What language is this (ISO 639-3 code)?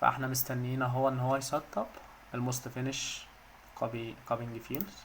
arz